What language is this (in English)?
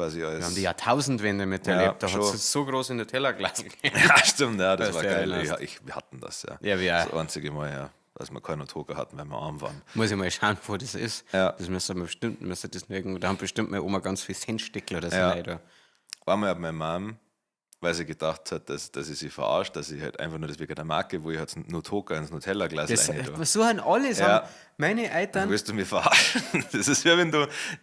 Bavarian